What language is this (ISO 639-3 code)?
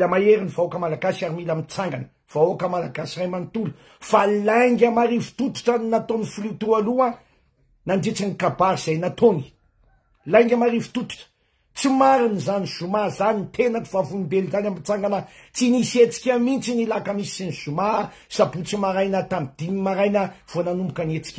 mlg